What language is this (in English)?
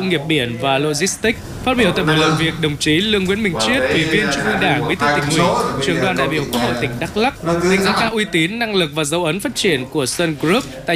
Vietnamese